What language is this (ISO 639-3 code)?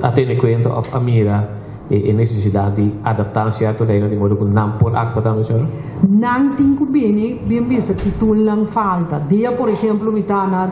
pap